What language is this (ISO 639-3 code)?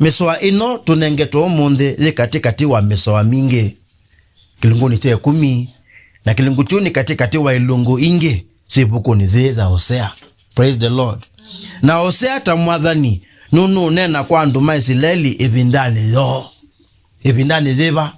kam